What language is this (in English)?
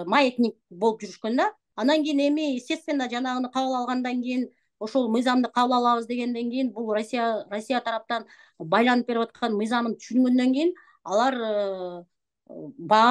Kyrgyz